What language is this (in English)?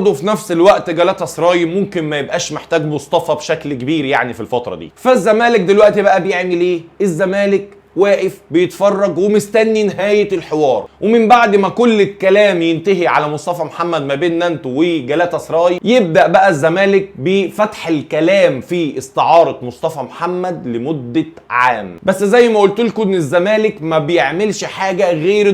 Egyptian Arabic